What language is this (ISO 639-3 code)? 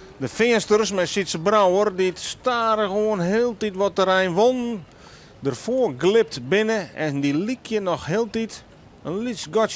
fry